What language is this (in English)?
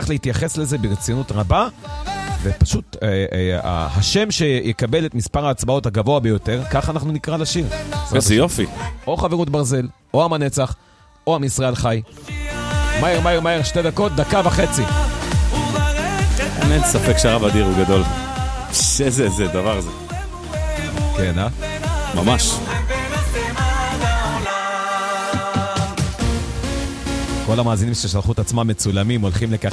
Hebrew